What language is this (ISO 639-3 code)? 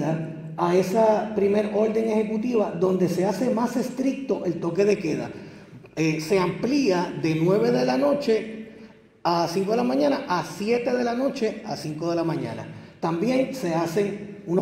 spa